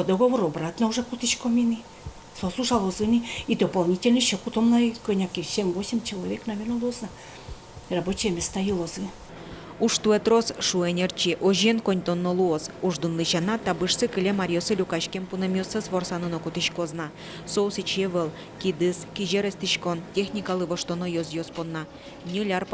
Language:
Udmurt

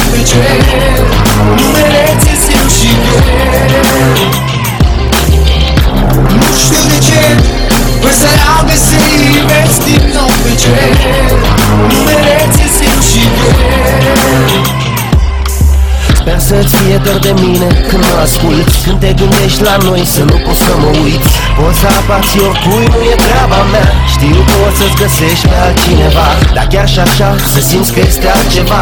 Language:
Romanian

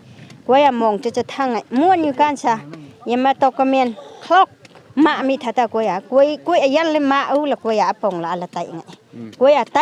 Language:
Naga Pidgin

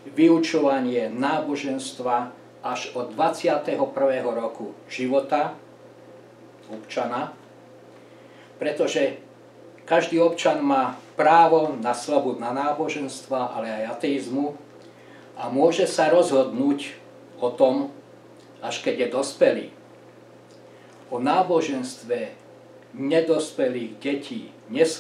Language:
Slovak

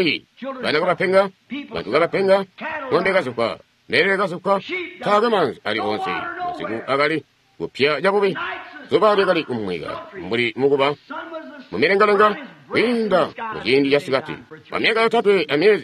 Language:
Tonga (Zambia)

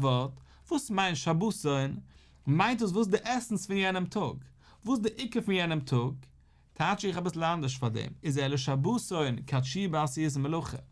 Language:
Yiddish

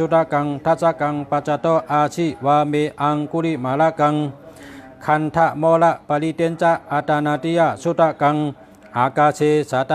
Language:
Shan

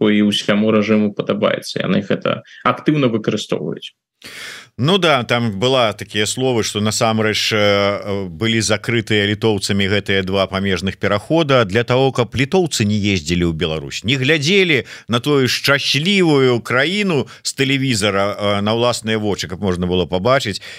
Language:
Belarusian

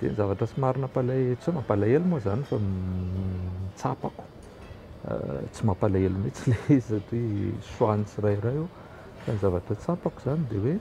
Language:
Malagasy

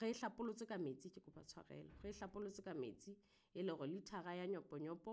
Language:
Southern Sotho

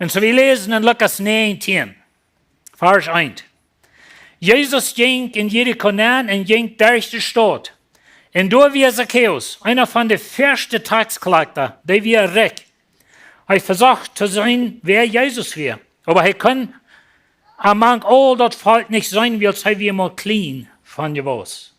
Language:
Plautdietsch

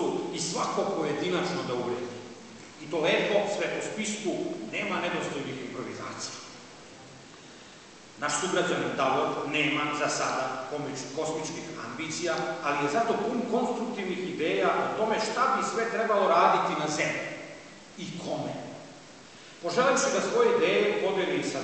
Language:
Serbian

